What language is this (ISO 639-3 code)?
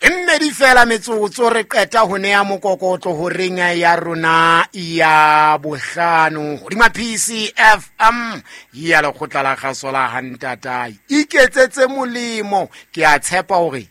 sot